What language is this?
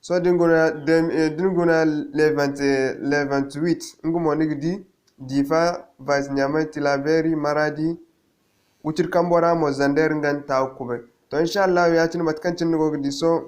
Zarma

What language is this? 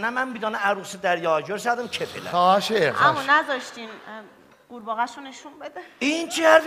South Azerbaijani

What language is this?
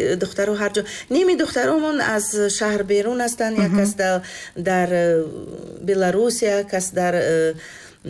Tajik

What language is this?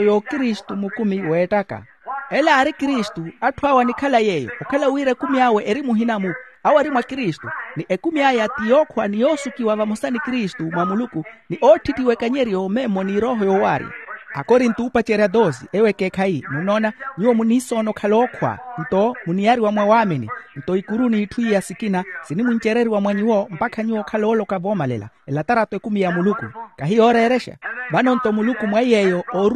Makhuwa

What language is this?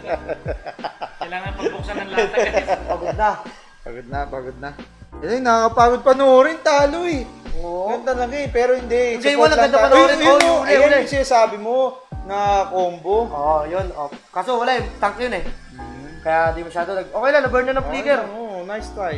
Filipino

